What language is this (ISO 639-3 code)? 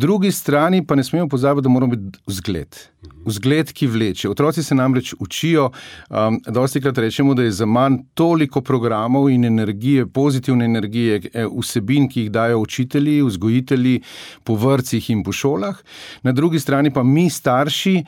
slv